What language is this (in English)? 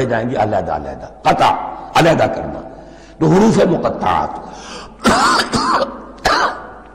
Urdu